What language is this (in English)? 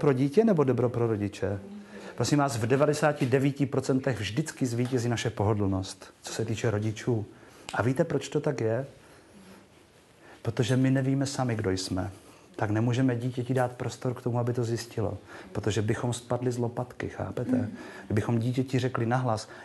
Czech